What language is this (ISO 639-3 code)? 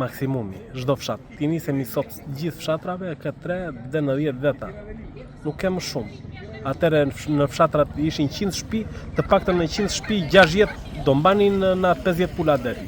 sqi